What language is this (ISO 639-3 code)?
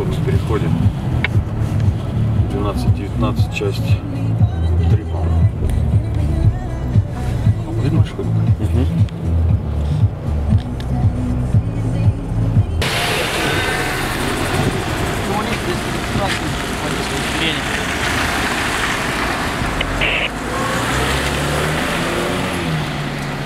rus